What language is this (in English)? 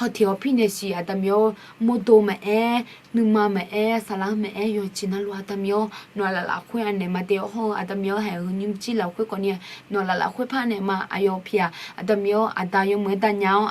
Akha